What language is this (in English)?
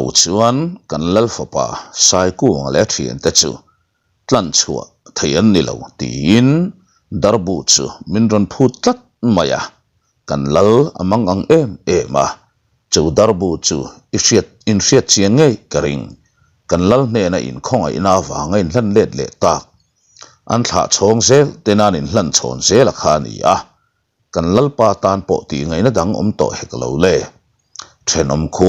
Mizo